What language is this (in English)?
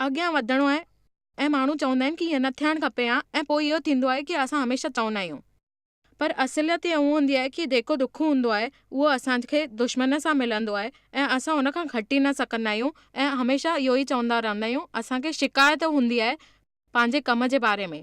Sindhi